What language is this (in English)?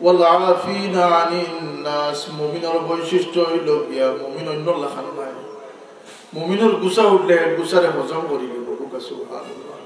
Sylheti